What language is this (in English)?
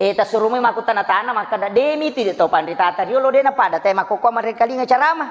Buginese